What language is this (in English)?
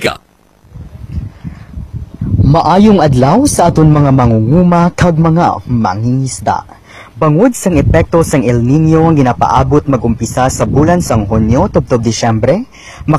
Hiligaynon